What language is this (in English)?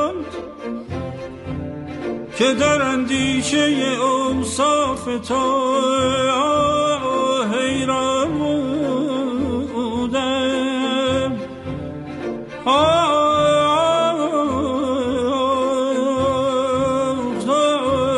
Persian